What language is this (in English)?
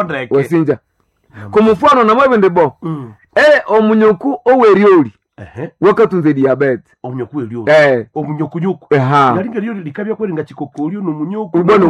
Nande